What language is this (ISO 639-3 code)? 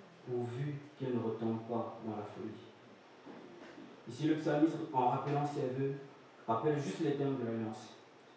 fra